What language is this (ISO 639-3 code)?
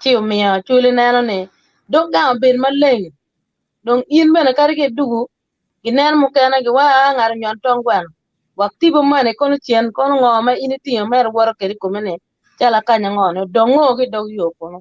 ach